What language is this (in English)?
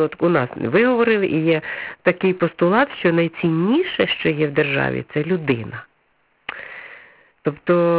Ukrainian